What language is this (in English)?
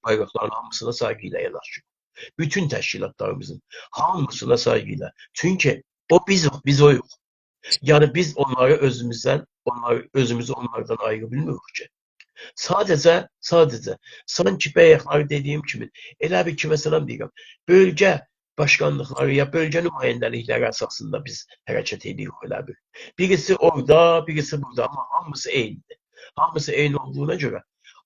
South Azerbaijani